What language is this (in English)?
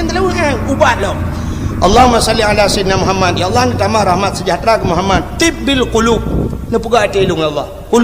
Achinese